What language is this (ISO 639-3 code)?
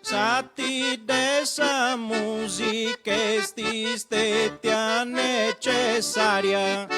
srd